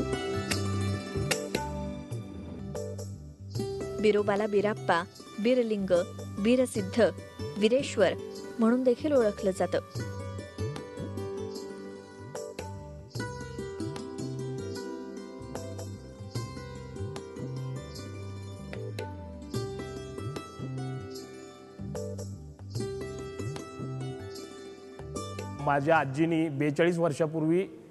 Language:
Marathi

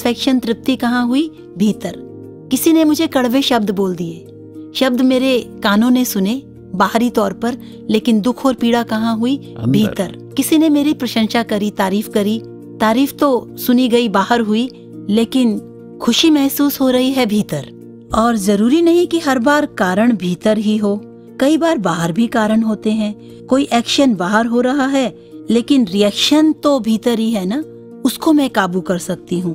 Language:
Hindi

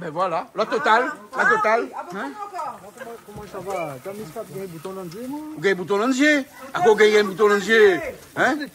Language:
Réunion Creole French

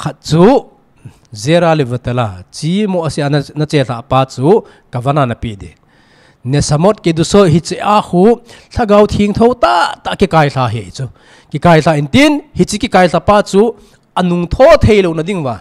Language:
Thado Chin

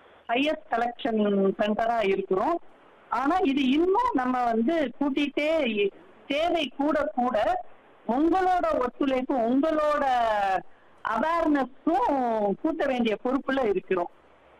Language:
Tamil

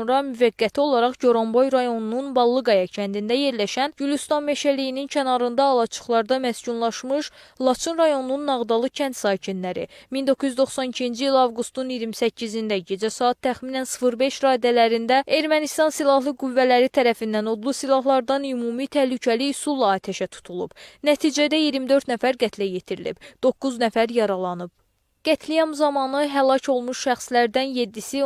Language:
Azerbaijani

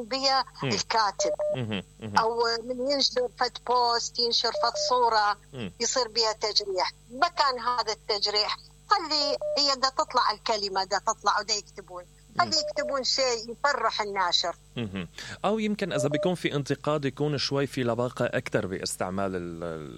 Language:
Mesopotamian Arabic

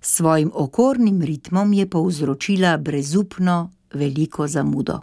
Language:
Slovenian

